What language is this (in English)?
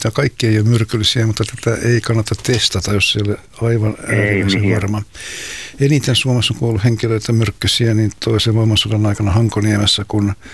Finnish